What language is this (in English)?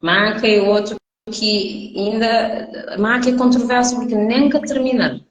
Kabuverdianu